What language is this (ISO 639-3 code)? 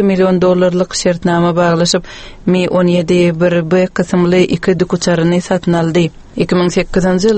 tuk